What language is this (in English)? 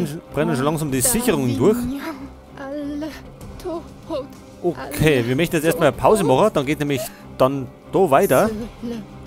Bavarian